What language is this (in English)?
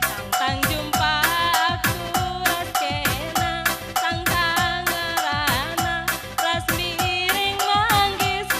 Batak Karo